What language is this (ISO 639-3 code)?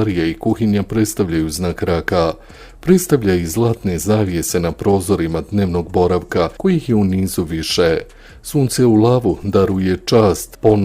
bos